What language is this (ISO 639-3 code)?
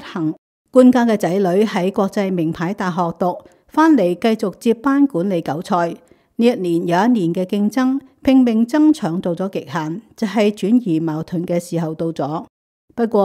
yue